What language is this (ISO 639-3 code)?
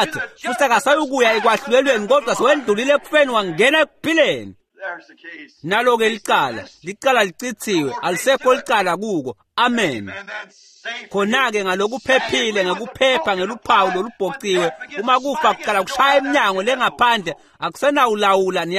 ssw